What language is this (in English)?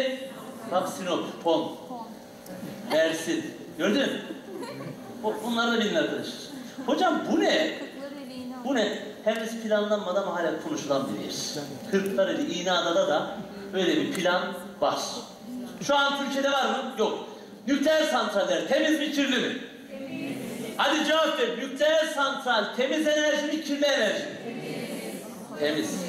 Turkish